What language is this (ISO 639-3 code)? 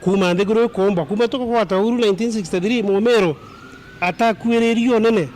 mer